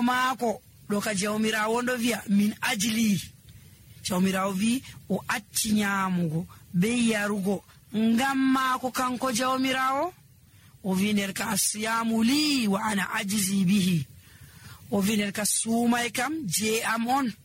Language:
Nigerian Fulfulde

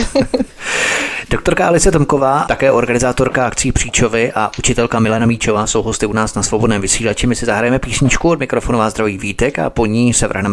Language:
Czech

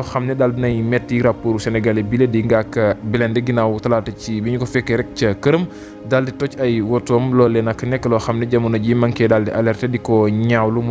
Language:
Wolof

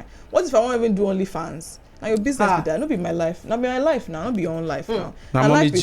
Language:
Nigerian Pidgin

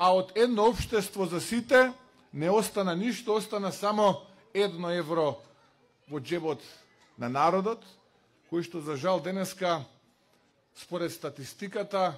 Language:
Macedonian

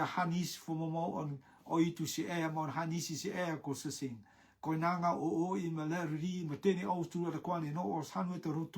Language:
Rotuman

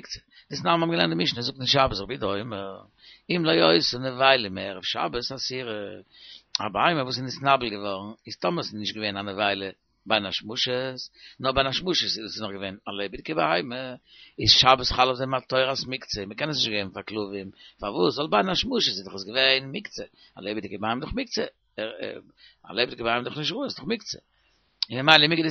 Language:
Yiddish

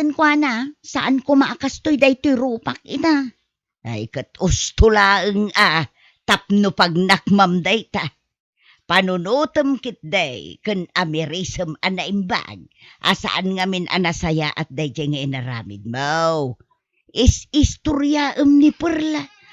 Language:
Iloko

